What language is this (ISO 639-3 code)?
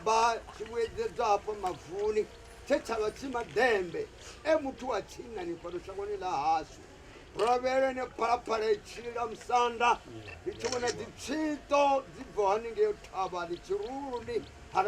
ven